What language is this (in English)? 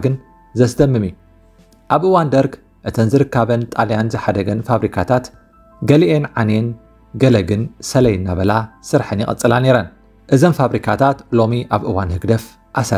Tigrinya